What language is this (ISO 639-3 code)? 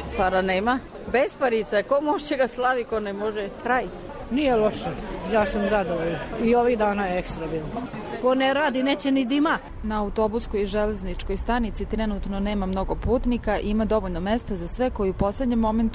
srp